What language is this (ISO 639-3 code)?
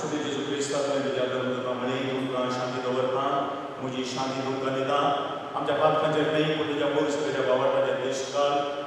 kok